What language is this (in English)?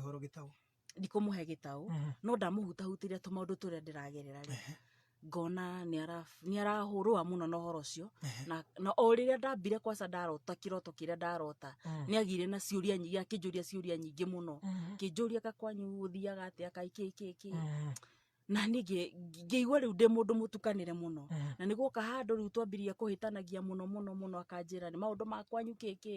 Kikuyu